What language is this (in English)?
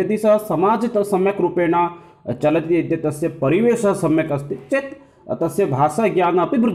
Sanskrit